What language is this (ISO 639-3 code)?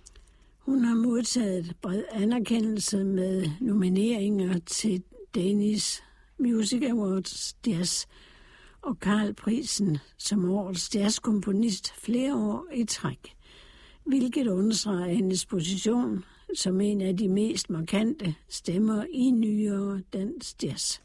dan